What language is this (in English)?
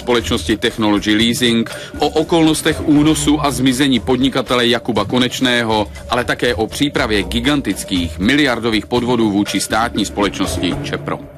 Czech